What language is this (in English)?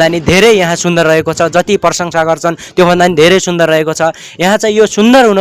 Nepali